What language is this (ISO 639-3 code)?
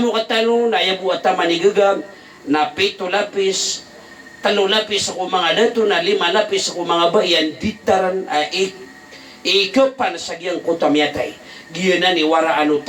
mrw